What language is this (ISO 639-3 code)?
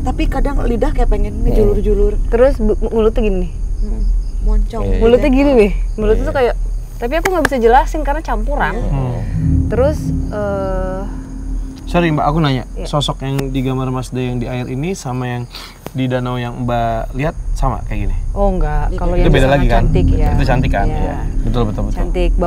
ind